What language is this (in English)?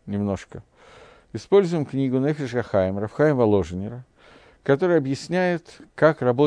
Russian